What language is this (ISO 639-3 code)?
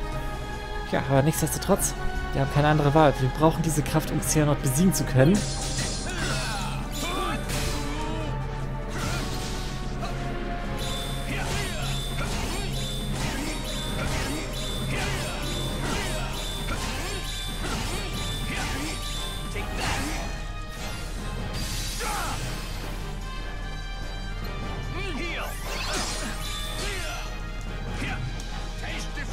deu